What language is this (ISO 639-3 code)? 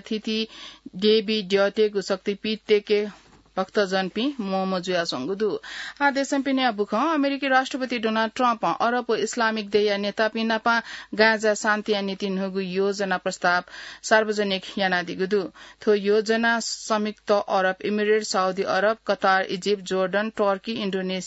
new